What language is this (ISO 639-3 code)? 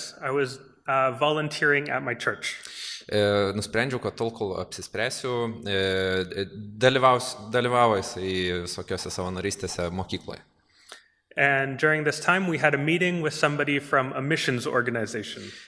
lit